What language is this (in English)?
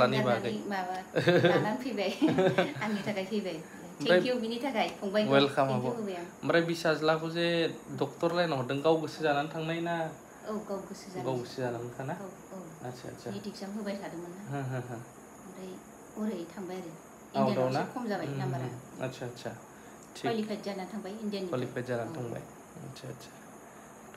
Bodo